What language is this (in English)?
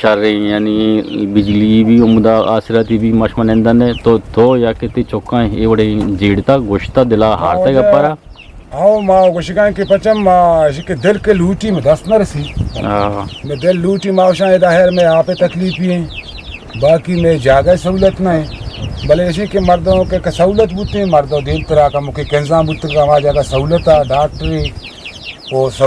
Eastern Balochi